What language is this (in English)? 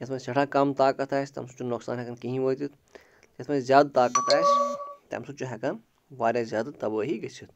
Kashmiri